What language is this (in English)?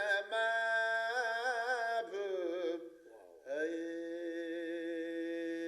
Persian